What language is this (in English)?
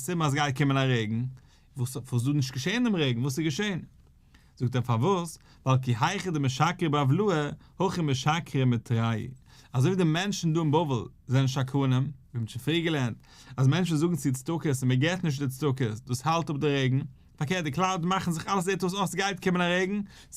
Yiddish